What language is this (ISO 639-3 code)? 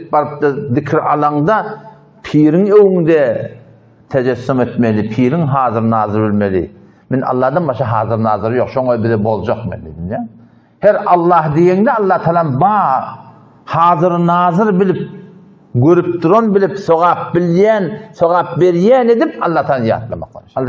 tuk